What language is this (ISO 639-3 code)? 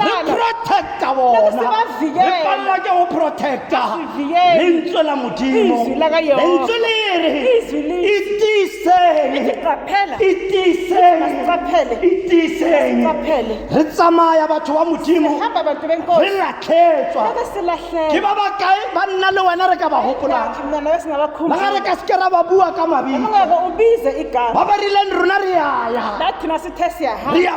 tsn